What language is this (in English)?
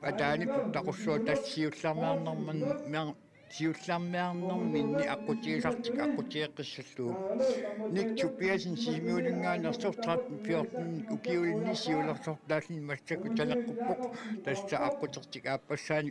Kalaallisut